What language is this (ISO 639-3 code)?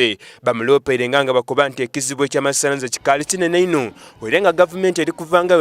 xog